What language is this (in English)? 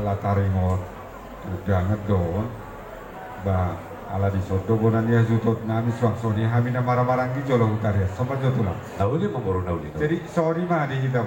Batak Toba